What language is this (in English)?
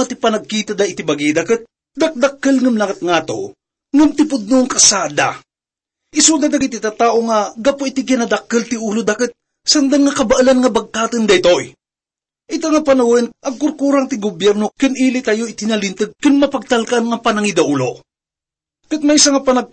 Iloko